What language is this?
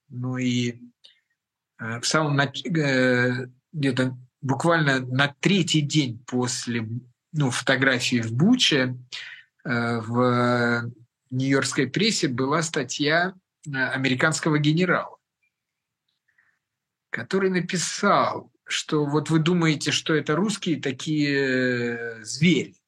Russian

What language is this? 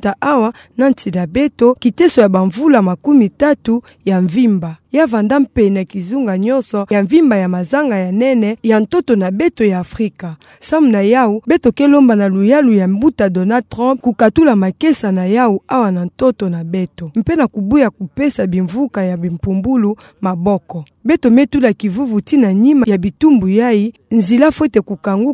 Kituba (Democratic Republic of Congo)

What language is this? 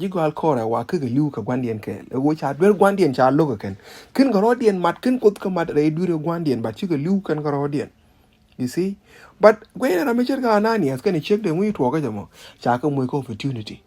Nuer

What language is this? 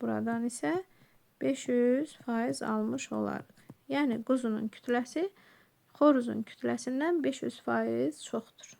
Azerbaijani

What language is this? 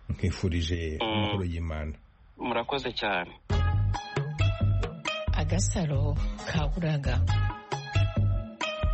Kinyarwanda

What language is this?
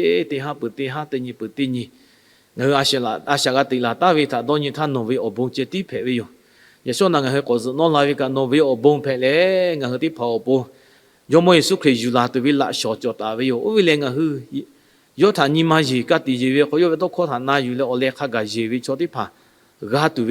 Lahu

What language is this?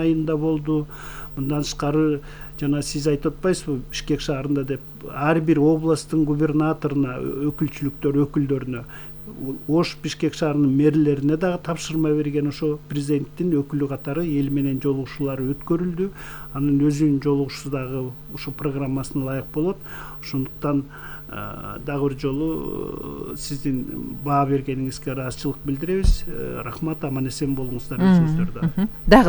Kyrgyz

